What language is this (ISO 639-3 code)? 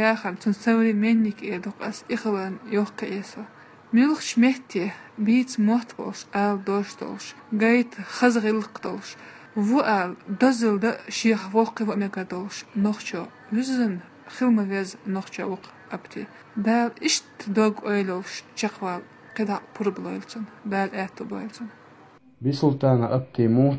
che